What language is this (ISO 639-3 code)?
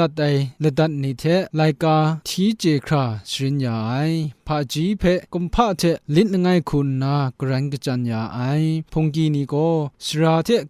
kac